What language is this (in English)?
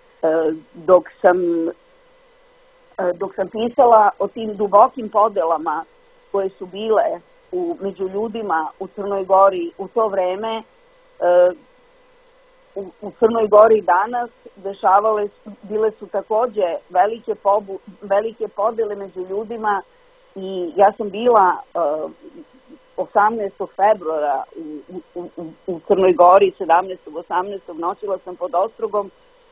Serbian